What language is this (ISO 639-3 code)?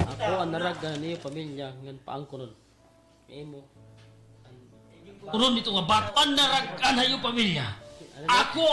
war